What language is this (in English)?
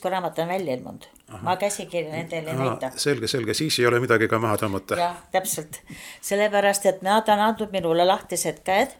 Estonian